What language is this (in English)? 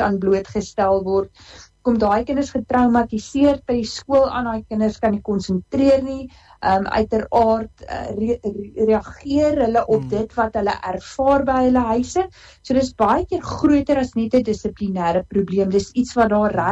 Afrikaans